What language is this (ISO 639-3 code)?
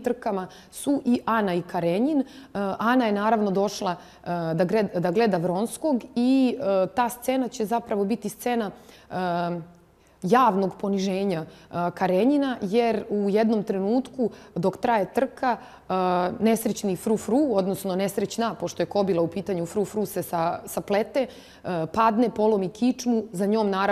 srp